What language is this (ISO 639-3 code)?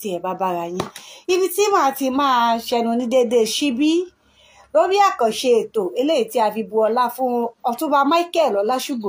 yor